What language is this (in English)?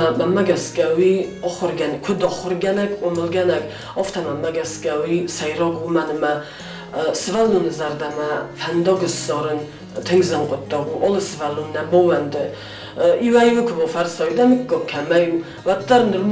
Ossetic